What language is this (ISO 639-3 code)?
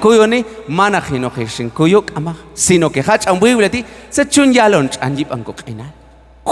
kjb